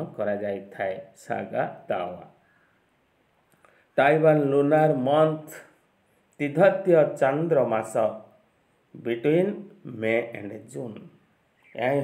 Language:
Odia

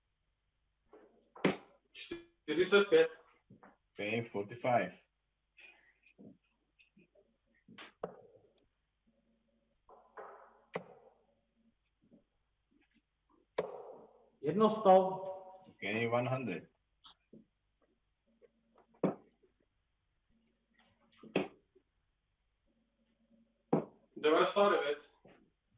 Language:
Czech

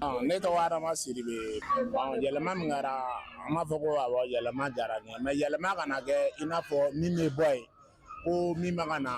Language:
Bambara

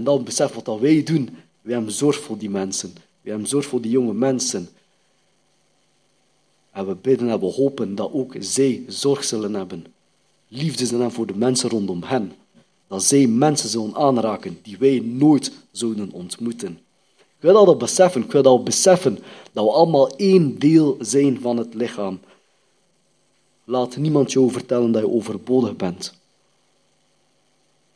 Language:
Dutch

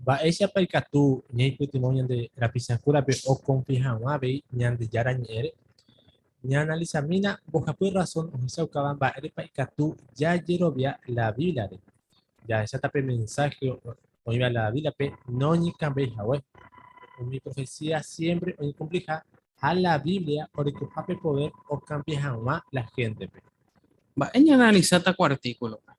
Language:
Guarani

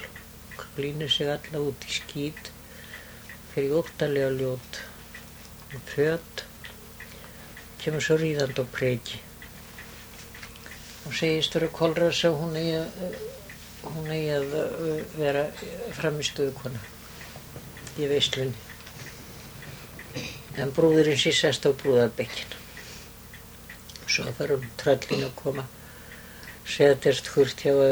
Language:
Icelandic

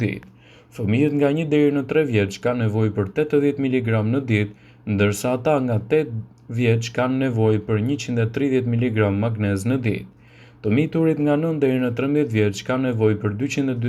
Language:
Albanian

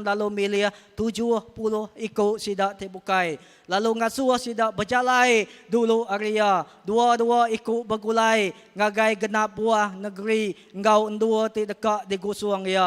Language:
Iban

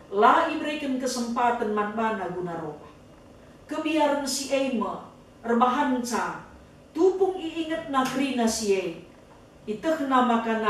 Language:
Batak Karo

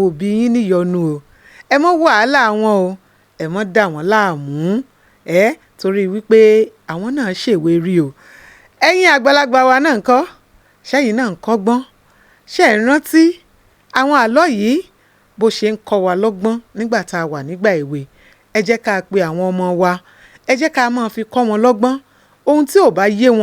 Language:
Yoruba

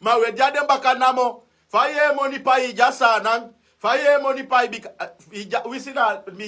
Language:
Sranan Tongo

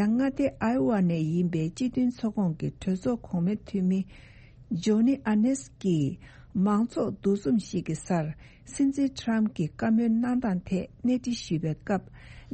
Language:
Tibetan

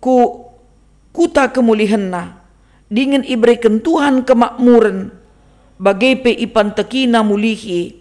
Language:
Batak Karo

